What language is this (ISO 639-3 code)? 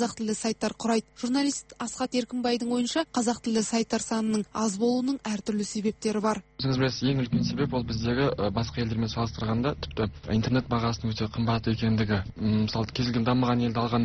kaz